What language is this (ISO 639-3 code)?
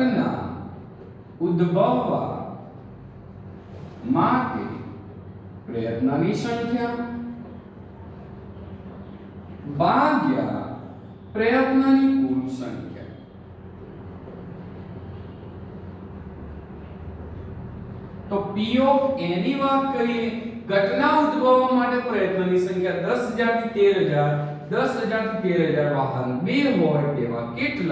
guj